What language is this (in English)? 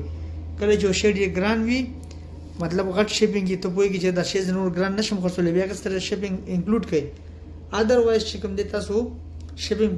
Pashto